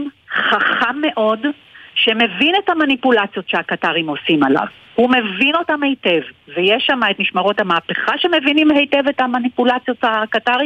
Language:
Hebrew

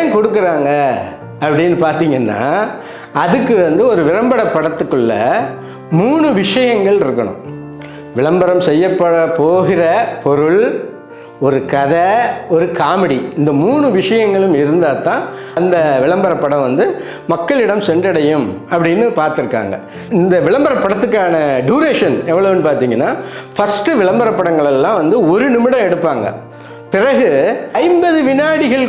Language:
Tamil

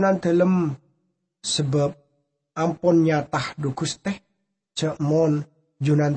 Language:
Madurese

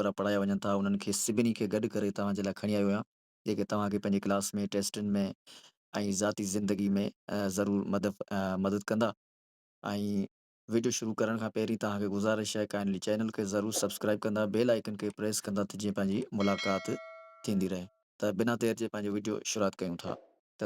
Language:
Sindhi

